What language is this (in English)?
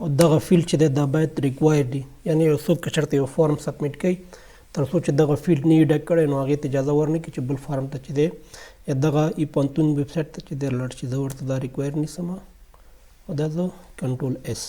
Pashto